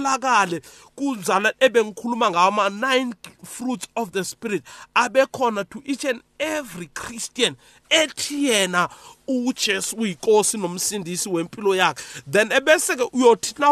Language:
South Ndebele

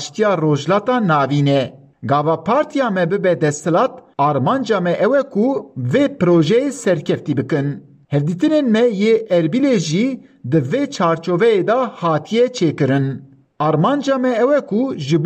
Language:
Kurdish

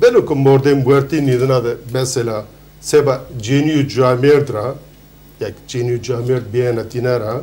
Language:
Zaza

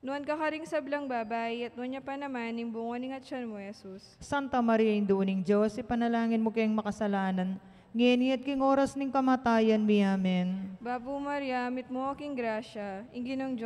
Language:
Pampanga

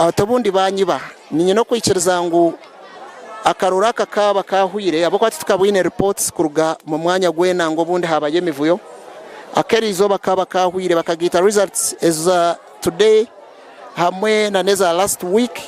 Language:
Nyankole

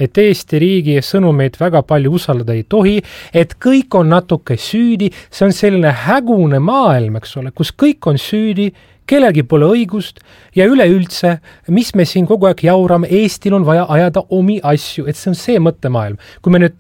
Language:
Estonian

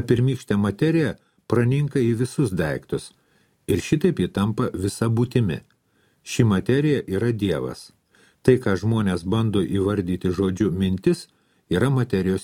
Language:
Lithuanian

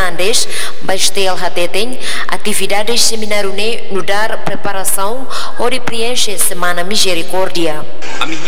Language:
Tetum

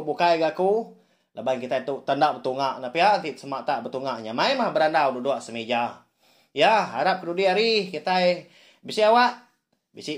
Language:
Iban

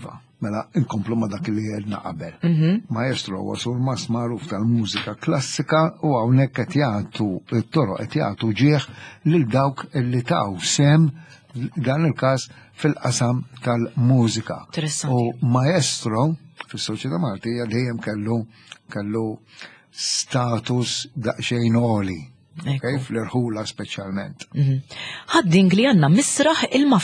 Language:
Maltese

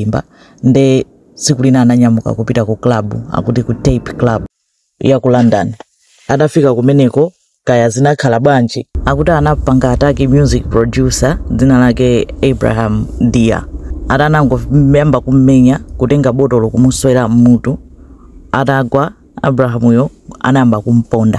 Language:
Nyanja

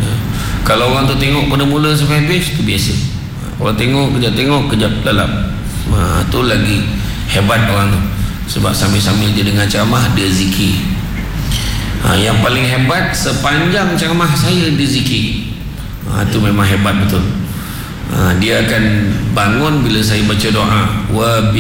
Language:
Malay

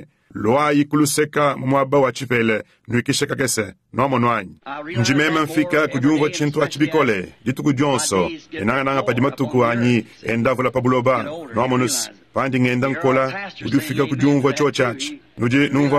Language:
Luba-Lulua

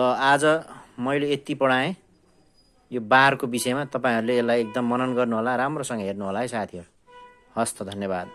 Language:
Nepali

